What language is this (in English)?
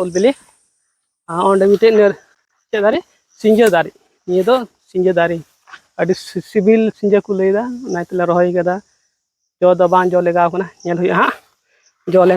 Santali